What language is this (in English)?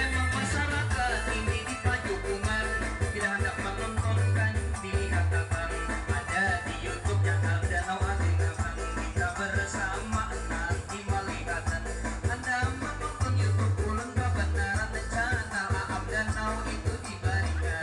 Banjar